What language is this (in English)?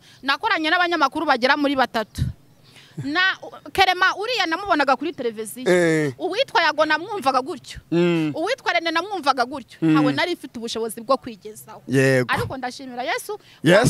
Kinyarwanda